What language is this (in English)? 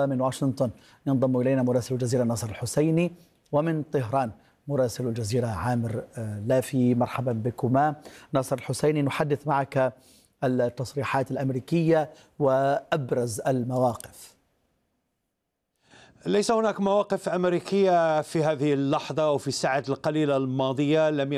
Arabic